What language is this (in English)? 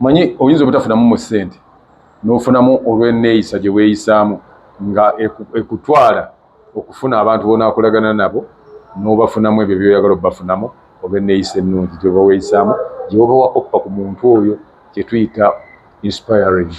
Ganda